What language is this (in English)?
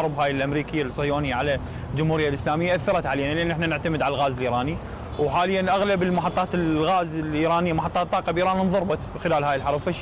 Mesopotamian Arabic